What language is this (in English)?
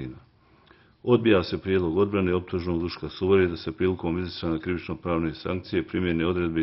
Bosnian